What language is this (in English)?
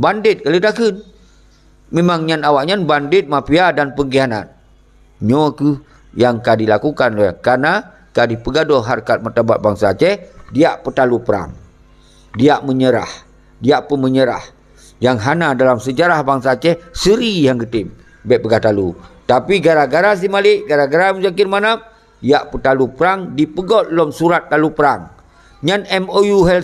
Achinese